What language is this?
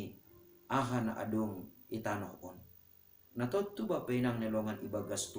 Batak Simalungun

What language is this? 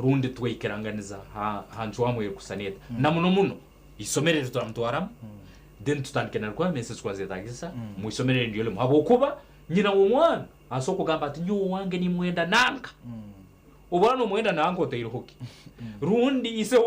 Nyankole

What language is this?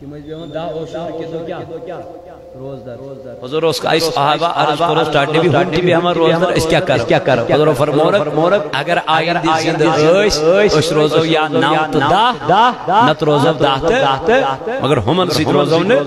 Kashmiri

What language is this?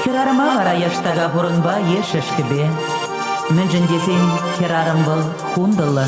Chuvash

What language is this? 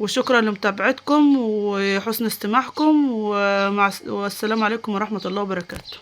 Egyptian Arabic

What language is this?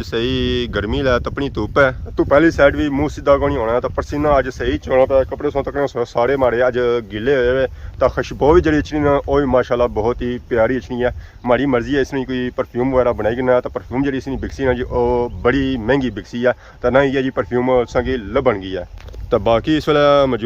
Pahari-Potwari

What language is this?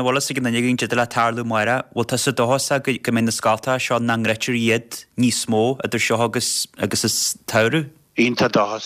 Irish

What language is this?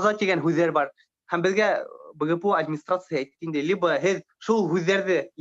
Bashkir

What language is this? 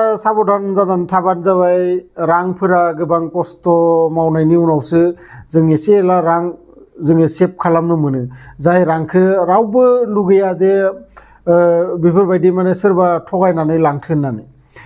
Bodo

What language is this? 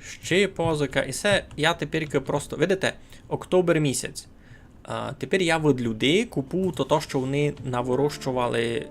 Rusyn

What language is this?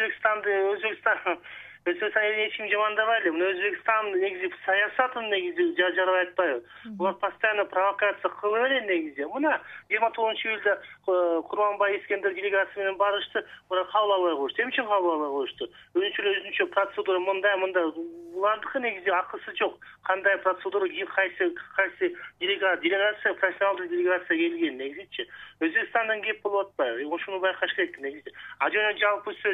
Kyrgyz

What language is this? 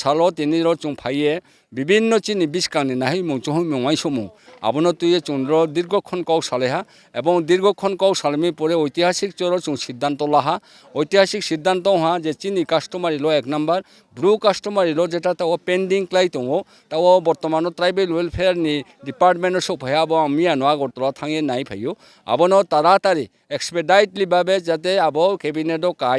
Riang (India)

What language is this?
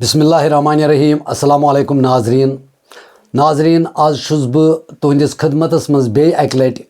Kashmiri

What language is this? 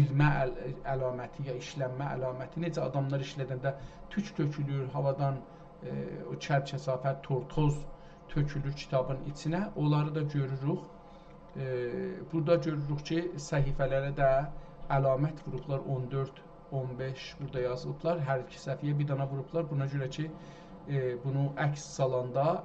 South Azerbaijani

